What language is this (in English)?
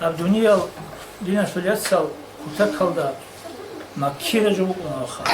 Avaric